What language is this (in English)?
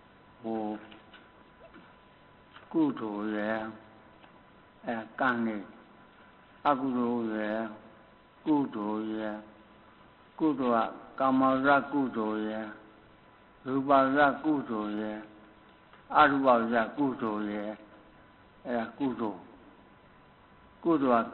Burmese